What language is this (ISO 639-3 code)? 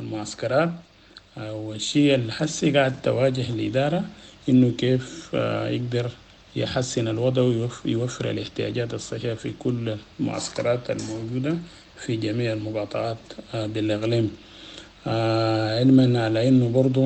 apd